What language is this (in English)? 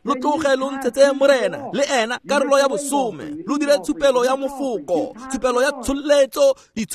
Tswana